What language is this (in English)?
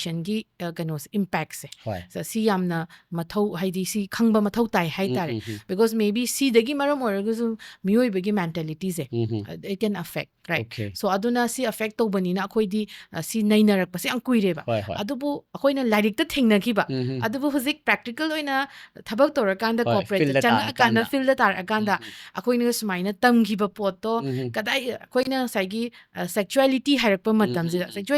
Manipuri